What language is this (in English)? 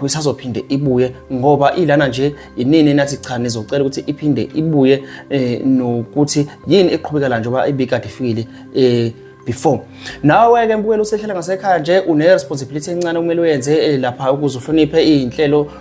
Zulu